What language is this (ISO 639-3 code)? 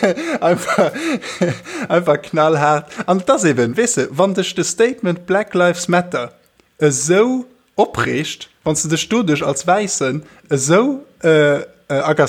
ltz